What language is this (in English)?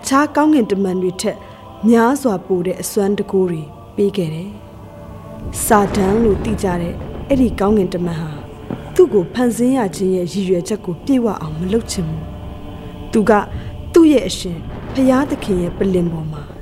Burmese